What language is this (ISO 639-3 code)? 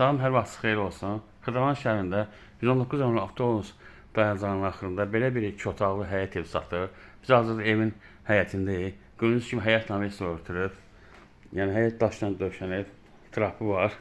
aze